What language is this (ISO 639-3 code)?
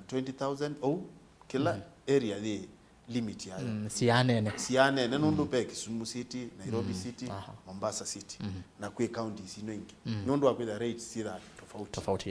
kam